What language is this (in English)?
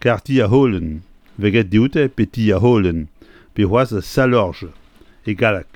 Breton